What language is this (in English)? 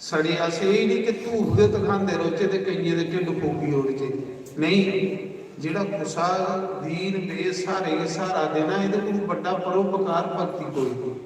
Dogri